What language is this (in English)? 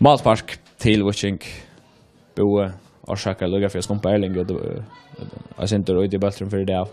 Faroese